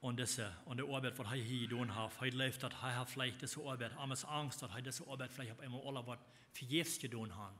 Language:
Plautdietsch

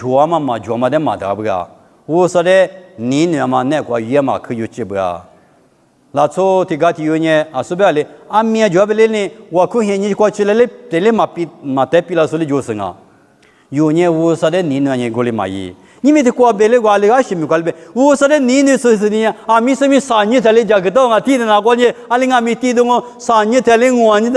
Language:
Lisu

